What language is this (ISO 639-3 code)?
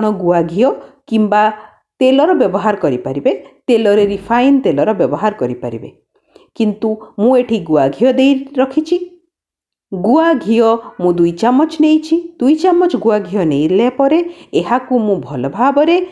ori